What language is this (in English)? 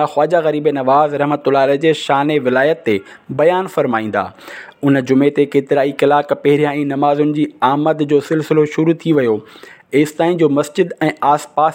Sindhi